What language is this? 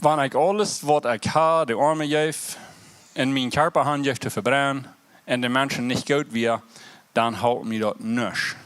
Plautdietsch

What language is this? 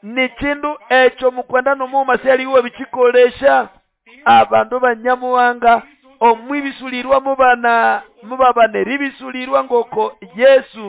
Nande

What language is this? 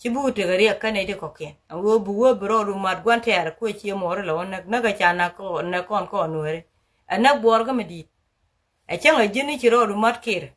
Nuer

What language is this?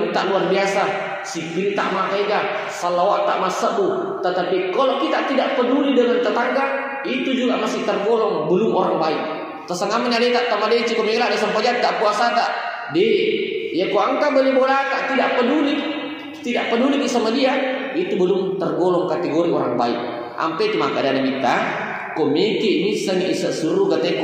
Buginese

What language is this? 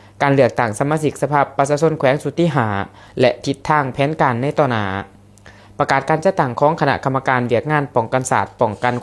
Lao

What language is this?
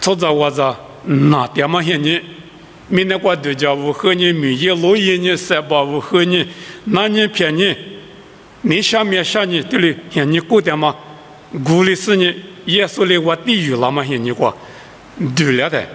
Lisu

